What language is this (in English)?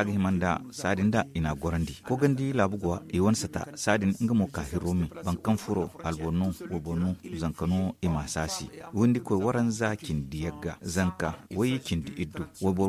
Zarma